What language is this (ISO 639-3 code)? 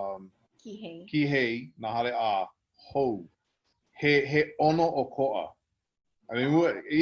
haw